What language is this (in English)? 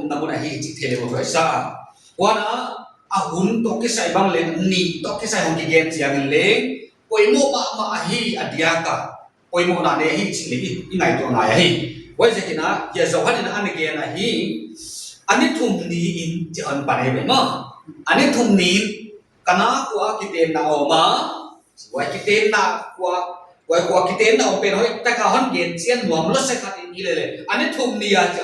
Paite Chin